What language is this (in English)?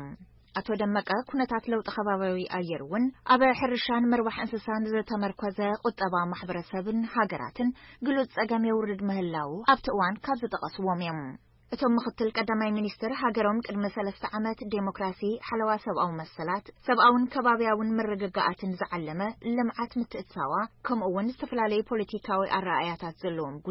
Tigrinya